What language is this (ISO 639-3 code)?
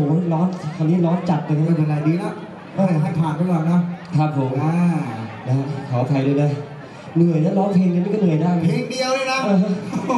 tha